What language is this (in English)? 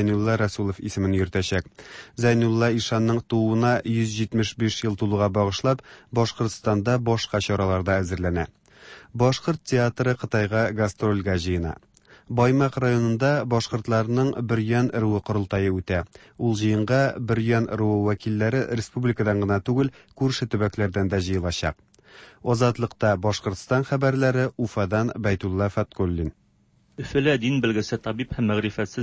Tatar